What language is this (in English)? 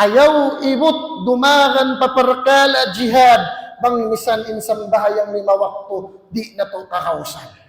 Tausug